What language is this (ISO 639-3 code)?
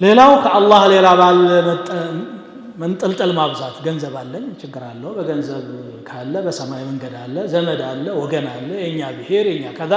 amh